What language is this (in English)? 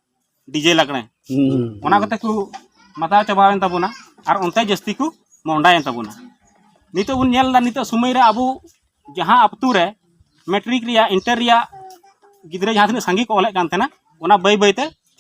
Santali